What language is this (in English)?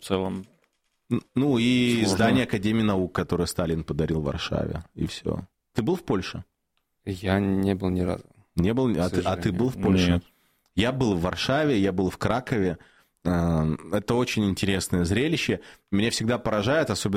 Russian